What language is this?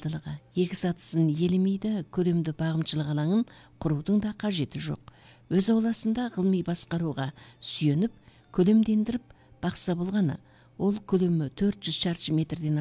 Kazakh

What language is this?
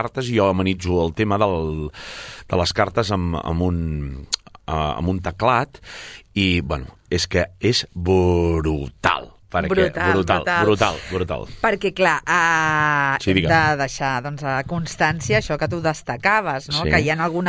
Catalan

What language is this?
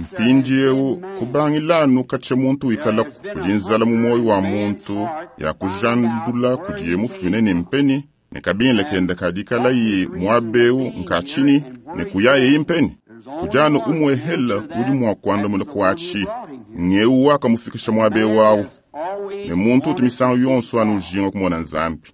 Luba-Lulua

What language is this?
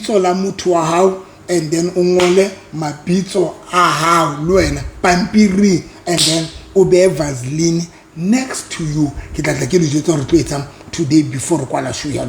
Southern Sotho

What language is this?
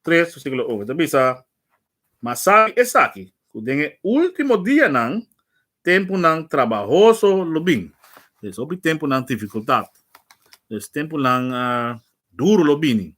Papiamento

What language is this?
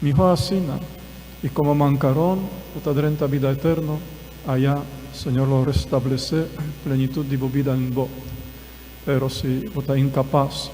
Papiamento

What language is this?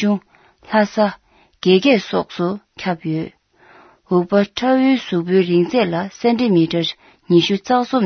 Tibetan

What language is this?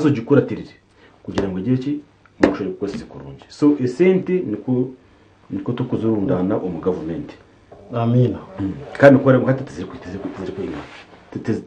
Nyankole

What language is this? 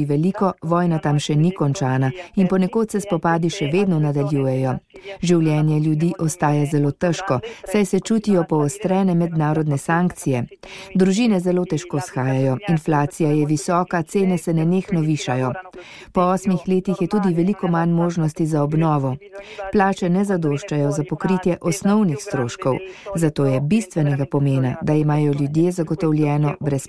Slovenian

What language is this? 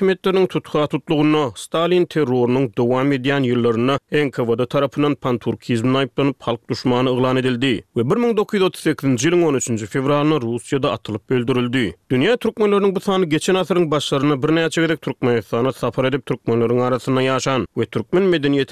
Turkmen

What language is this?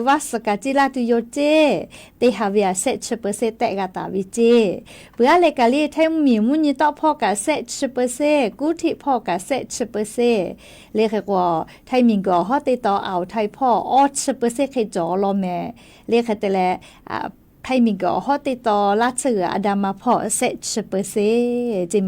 Lahu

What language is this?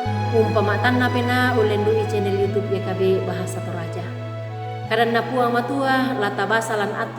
Toraja-Sa'dan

